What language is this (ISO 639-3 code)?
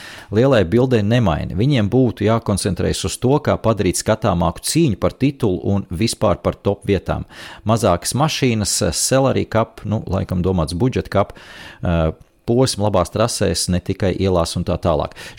lav